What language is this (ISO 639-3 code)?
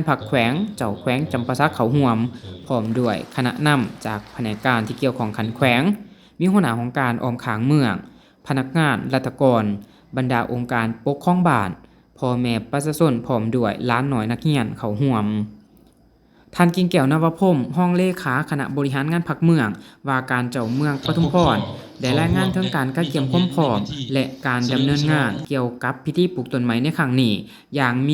lao